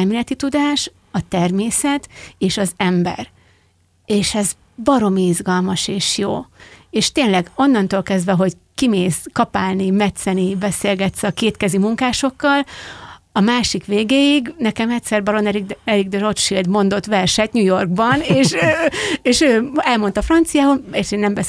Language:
Hungarian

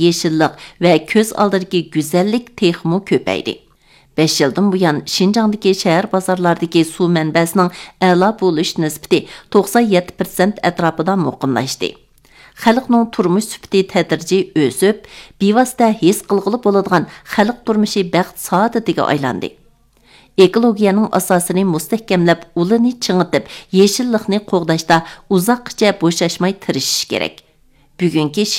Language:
Uyghur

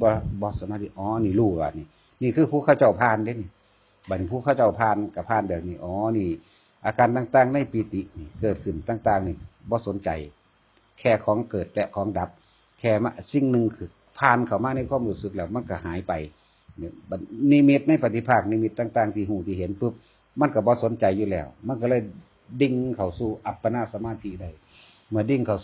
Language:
Northeastern Thai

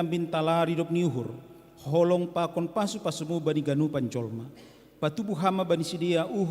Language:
Batak Simalungun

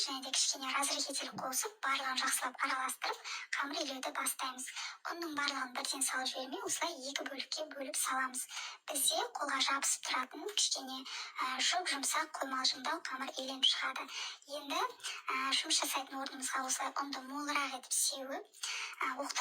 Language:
Kazakh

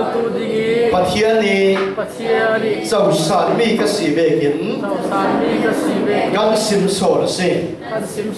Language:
Falam Chin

